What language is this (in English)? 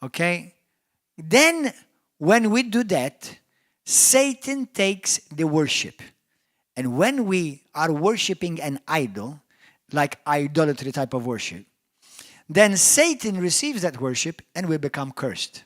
English